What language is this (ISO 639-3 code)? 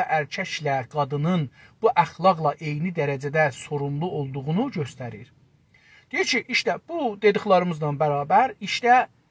azb